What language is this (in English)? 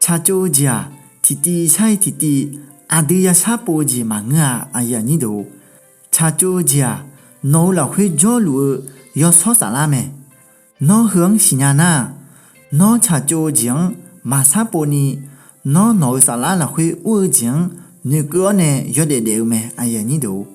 Akha